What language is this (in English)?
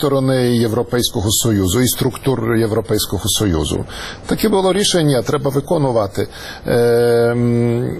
Ukrainian